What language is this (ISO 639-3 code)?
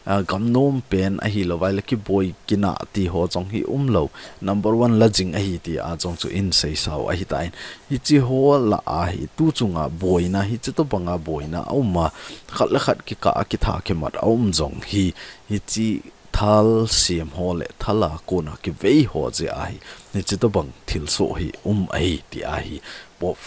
tcz